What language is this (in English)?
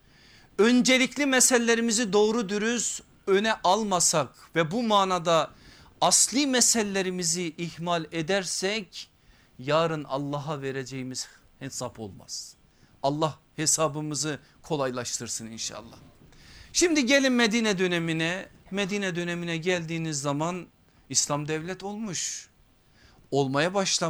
Turkish